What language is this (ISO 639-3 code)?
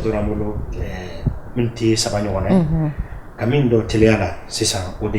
bam